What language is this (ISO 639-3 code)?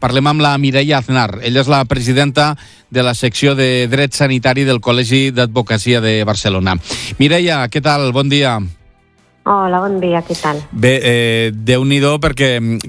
cat